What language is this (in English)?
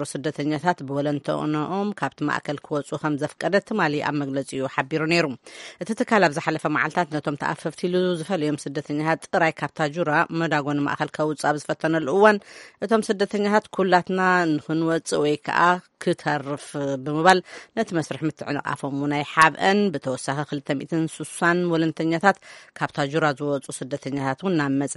Tigrinya